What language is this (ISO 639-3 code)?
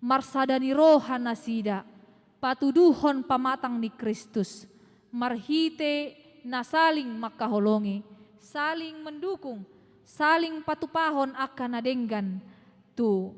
bbc